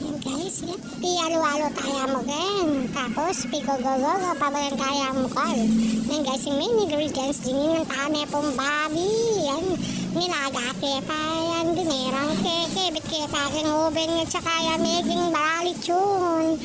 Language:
Pampanga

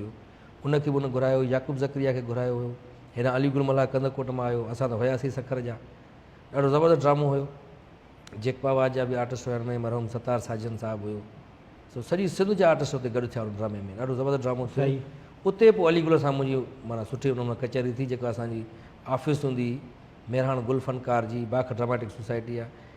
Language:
Sindhi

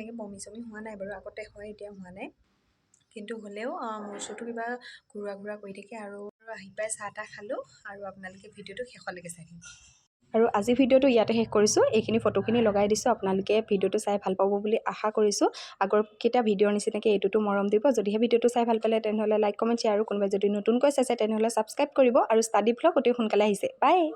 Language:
Assamese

